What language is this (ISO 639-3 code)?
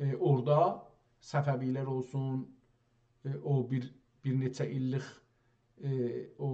azb